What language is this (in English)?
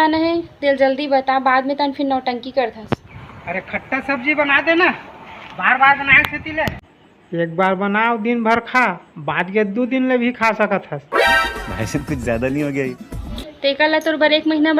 Chhattisgarhi